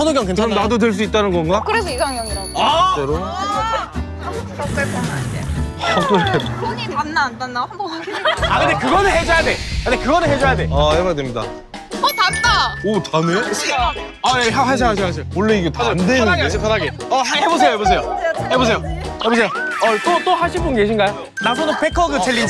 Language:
Korean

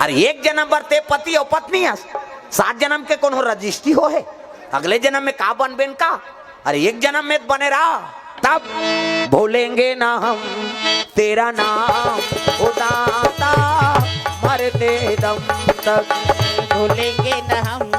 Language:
Chhattisgarhi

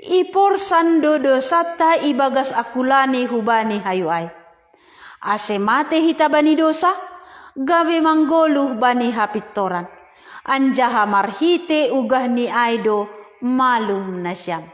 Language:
Batak Simalungun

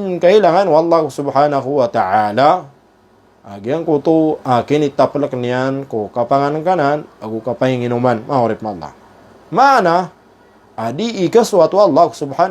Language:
Maranao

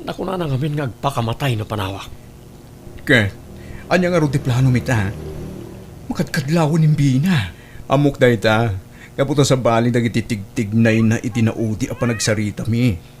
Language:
Iloko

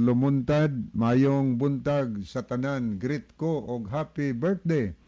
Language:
Cebuano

